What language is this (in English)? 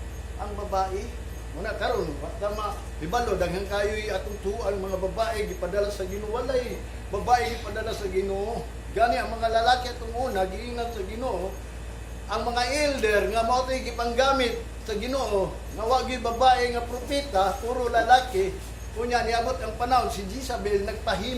Cebuano